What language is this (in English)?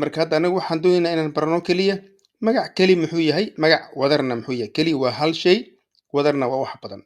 Somali